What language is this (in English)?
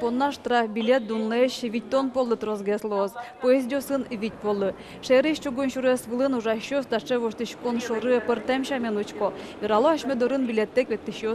Udmurt